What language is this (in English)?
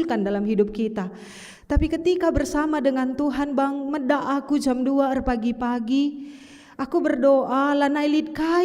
Batak Karo